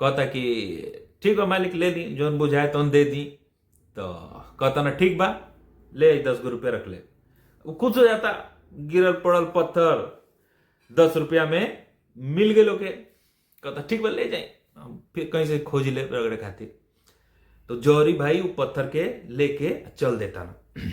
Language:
Bhojpuri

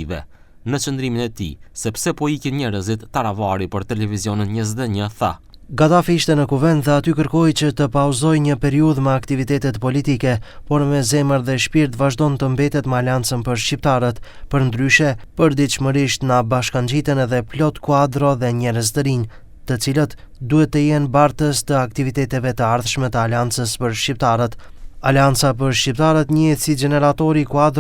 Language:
Albanian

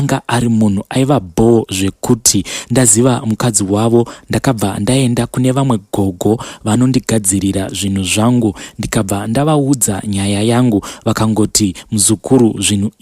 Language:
Shona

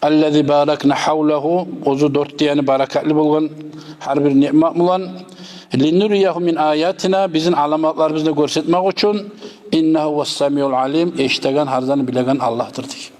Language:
Kumyk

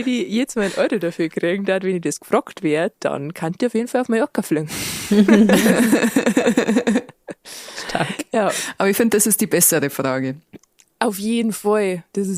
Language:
Bavarian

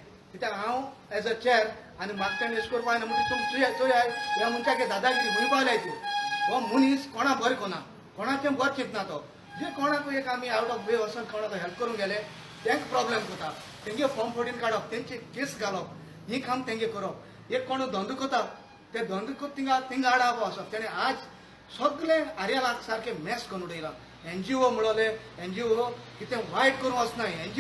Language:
Konkani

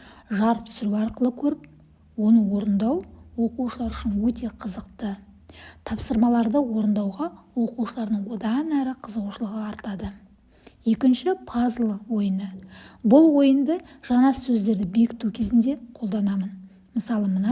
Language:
Kazakh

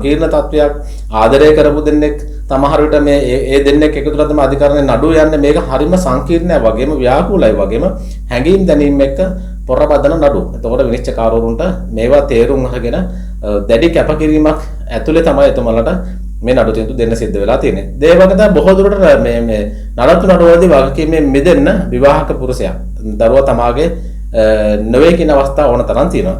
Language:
Sinhala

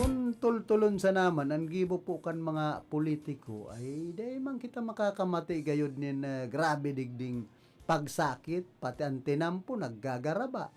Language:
Bikol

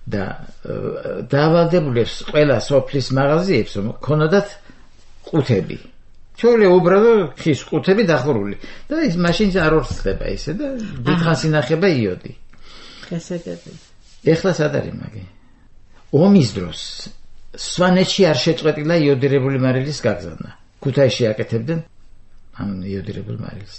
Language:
Georgian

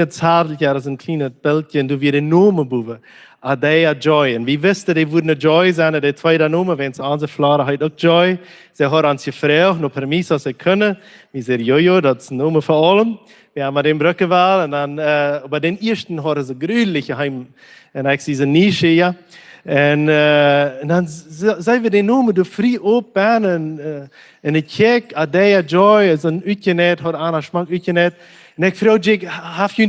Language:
Plautdietsch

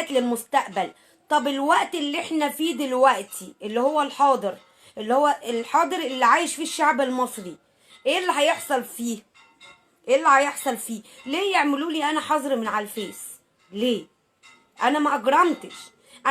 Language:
Egyptian Arabic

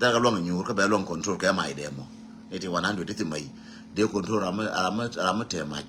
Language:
Nuer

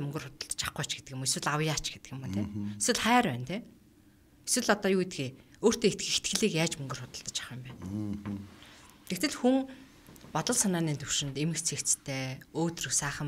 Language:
Mongolian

